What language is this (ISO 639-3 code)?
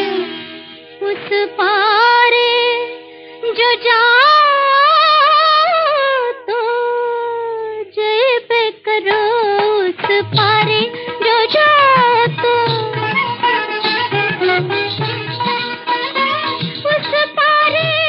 hin